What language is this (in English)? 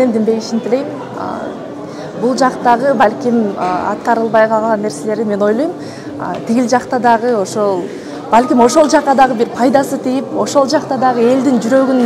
Kyrgyz